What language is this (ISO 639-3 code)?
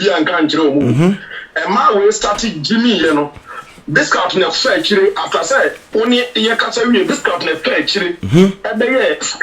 aka